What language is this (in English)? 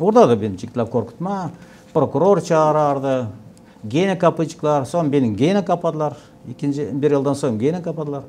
Gagauz